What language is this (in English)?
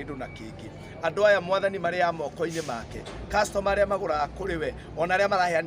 Kikuyu